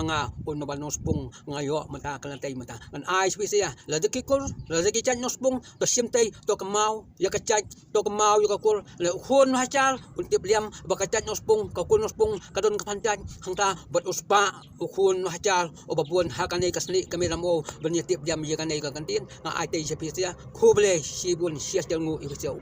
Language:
Khasi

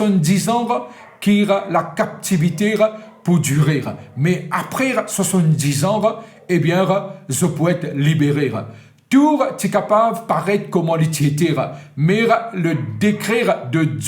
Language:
Morisyen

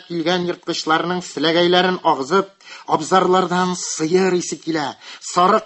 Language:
Tatar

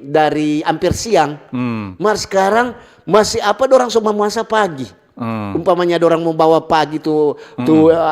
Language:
Manado Malay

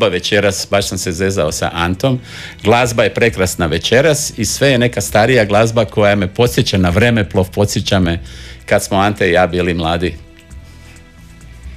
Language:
Croatian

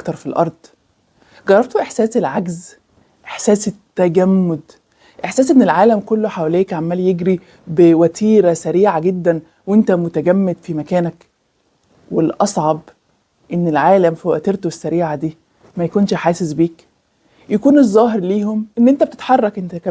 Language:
Egyptian Arabic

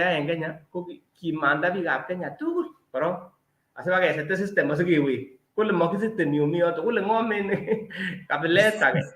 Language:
Kalenjin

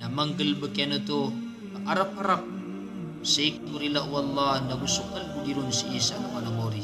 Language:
Maranao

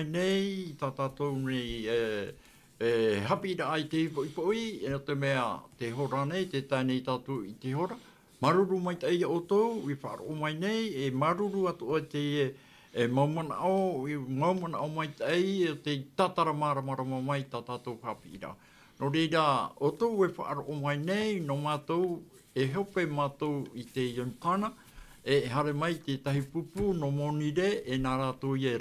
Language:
Tahitian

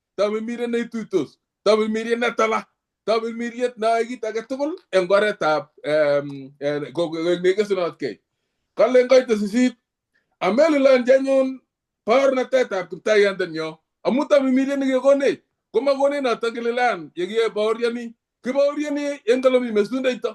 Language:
Kalenjin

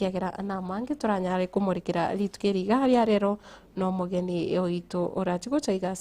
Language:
Gusii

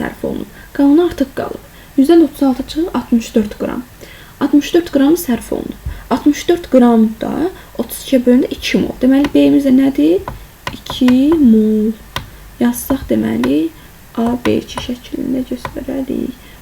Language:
Azerbaijani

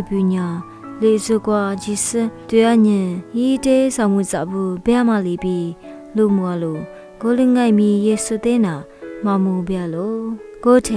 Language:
Lisu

